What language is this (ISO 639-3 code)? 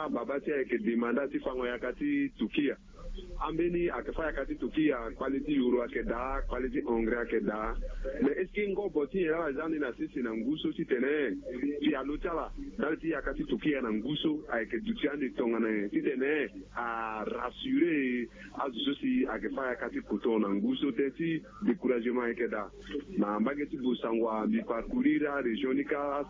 sag